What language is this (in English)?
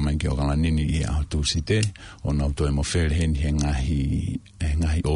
Tongan